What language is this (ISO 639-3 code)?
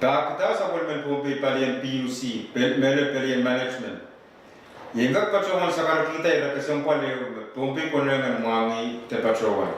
pon